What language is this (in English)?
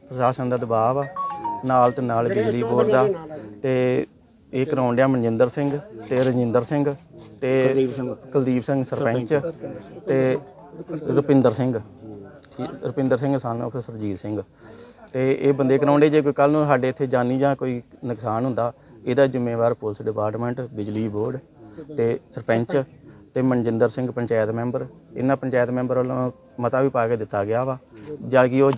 Punjabi